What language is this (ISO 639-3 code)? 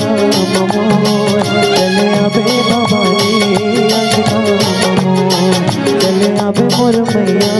hne